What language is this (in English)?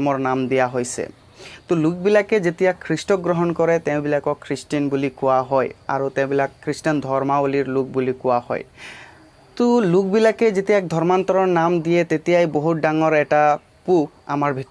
Assamese